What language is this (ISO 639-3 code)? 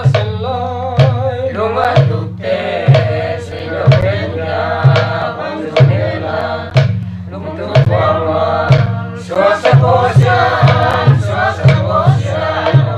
pck